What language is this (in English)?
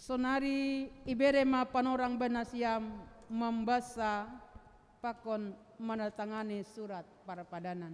Batak Simalungun